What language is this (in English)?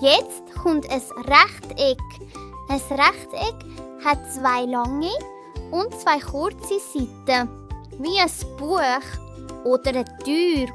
Swiss German